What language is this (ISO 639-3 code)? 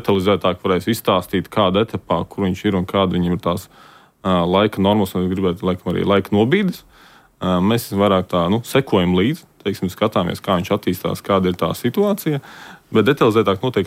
lav